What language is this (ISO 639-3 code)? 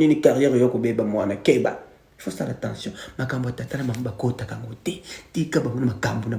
lin